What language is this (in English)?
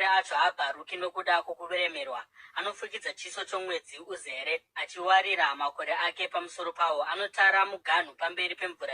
Shona